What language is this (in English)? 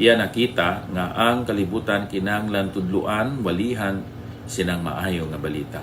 Hiligaynon